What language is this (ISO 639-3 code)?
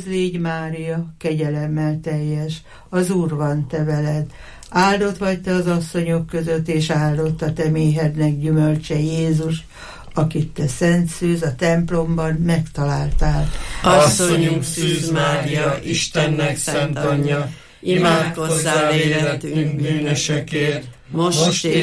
hun